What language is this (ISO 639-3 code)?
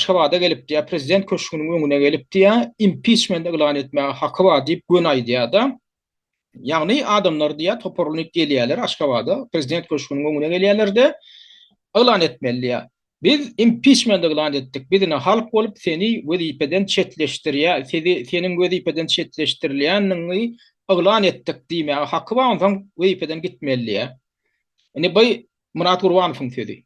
tuk